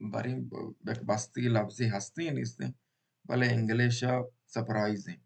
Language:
Baluchi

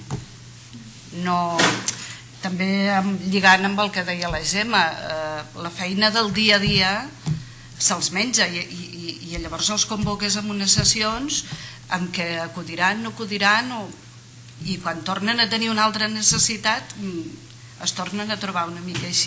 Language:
Catalan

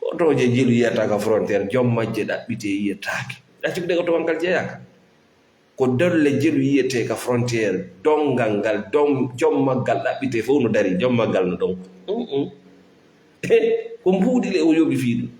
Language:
Fula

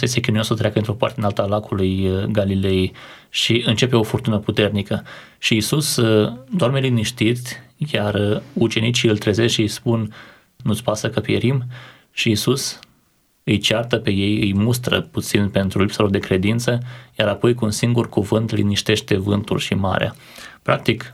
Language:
Romanian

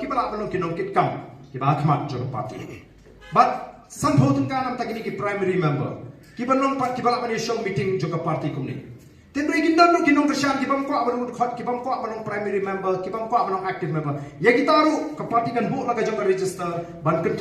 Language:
Khasi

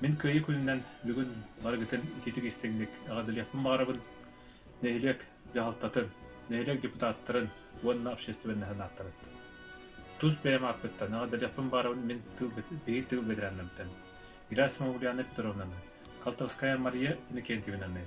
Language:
Yakut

